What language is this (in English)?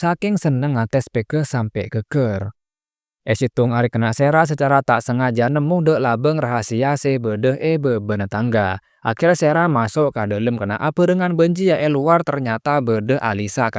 Madurese